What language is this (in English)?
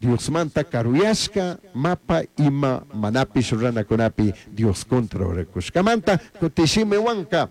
Chimborazo Highland Quichua